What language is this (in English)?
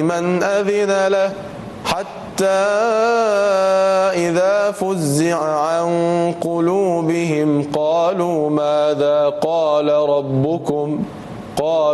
Arabic